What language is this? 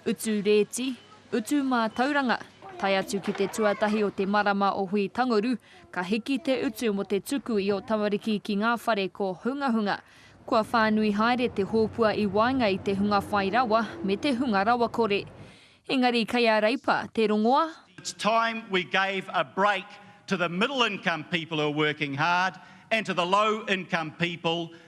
Māori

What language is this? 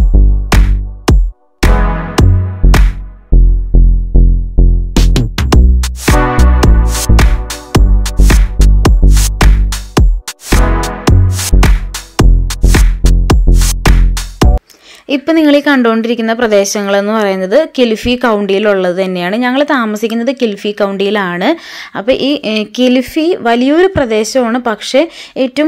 Malayalam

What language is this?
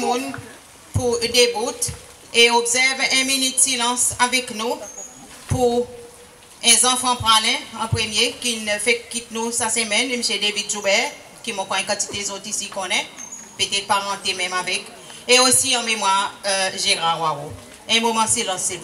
Seselwa Creole French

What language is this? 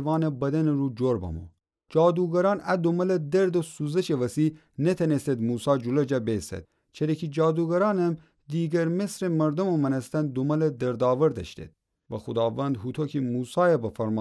Gilaki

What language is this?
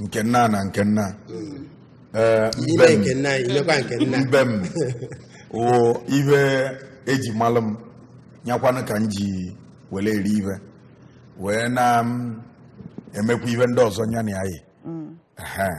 Igbo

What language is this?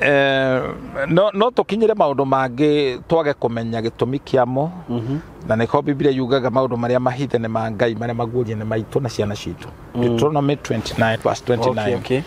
Kikuyu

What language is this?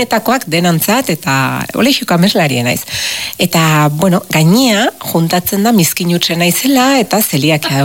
Basque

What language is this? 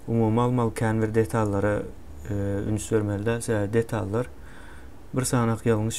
Turkmen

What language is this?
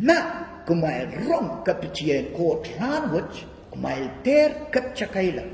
Pohnpeian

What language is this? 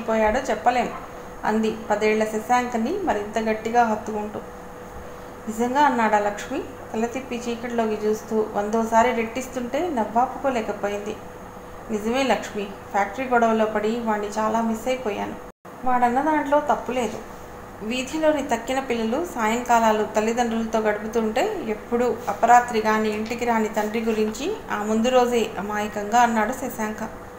Telugu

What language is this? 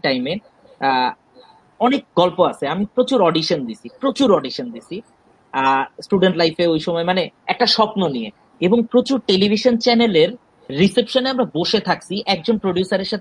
Bangla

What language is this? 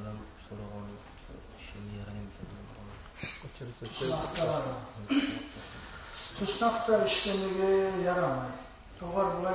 Kumyk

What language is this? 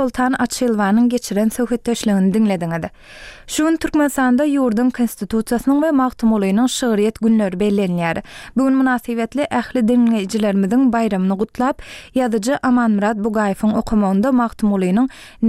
Turkmen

